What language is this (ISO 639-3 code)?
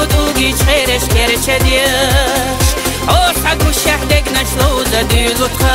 che